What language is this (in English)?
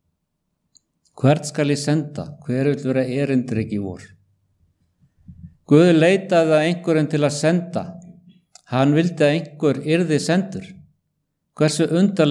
Icelandic